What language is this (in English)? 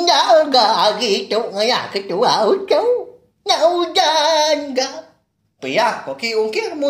Iban